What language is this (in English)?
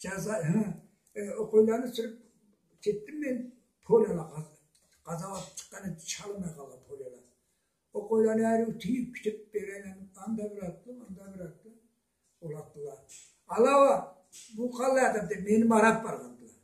Karachay-Balkar